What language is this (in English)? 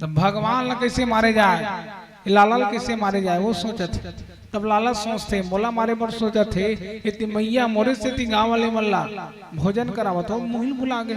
Chhattisgarhi